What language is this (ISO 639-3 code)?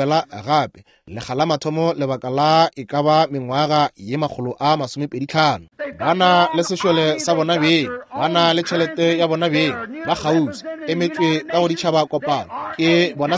nso